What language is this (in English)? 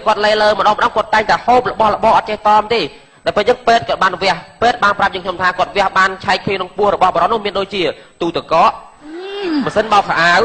Khmer